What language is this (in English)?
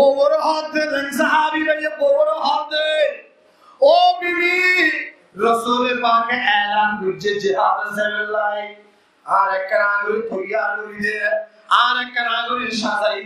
Rohingya